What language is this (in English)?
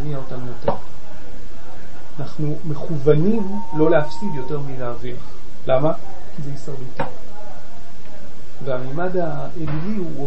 Hebrew